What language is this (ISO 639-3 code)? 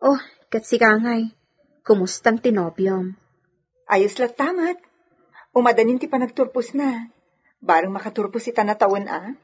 ilo